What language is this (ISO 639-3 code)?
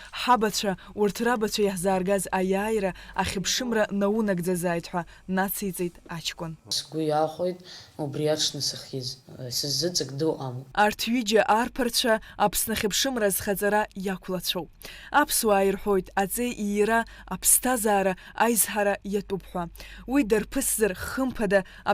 abk